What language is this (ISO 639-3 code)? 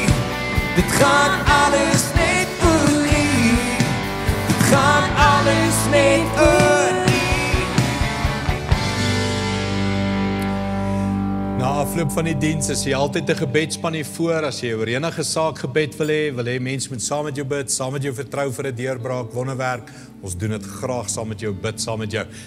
afr